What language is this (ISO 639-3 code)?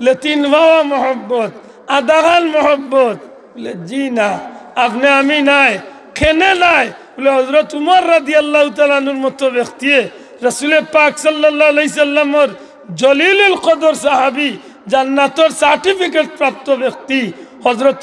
syl